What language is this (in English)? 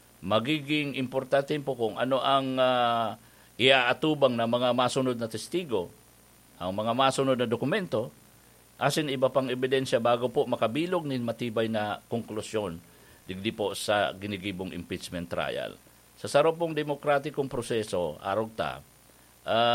Bikol